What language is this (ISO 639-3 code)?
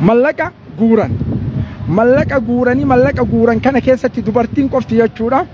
orm